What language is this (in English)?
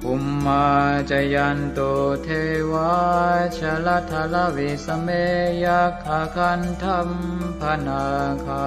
Pali